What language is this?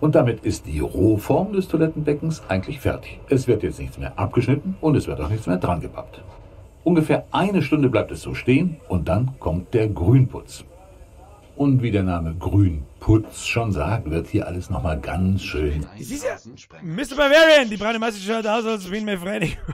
Bavarian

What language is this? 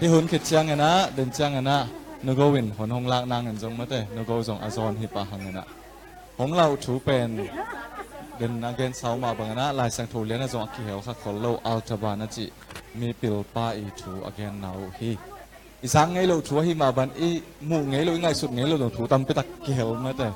Tedim Chin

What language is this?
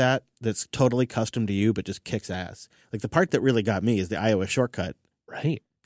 English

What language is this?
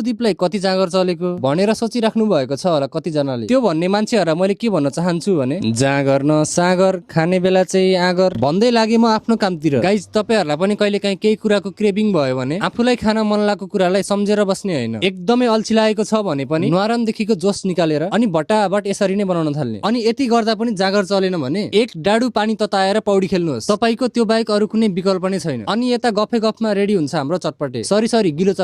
Nepali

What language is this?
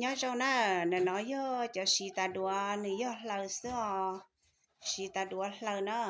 Hmong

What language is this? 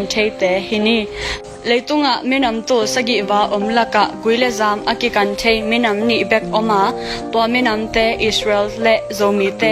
Tedim Chin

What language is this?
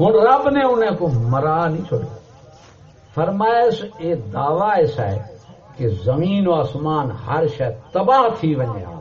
Saraiki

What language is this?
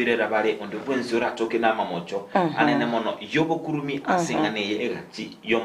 Gusii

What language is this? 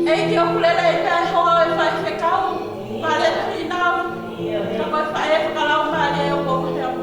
Tongan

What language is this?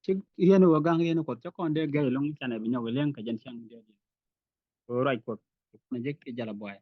Nuer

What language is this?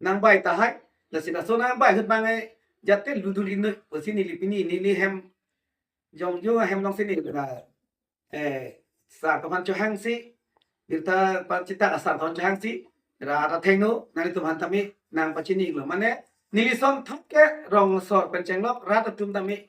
Karbi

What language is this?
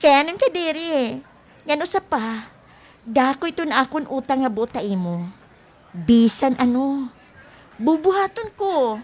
Waray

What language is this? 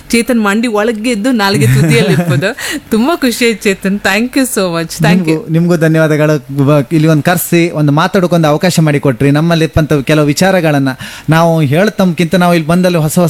Kannada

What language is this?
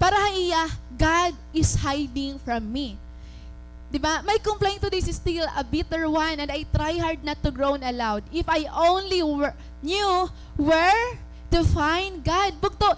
Waray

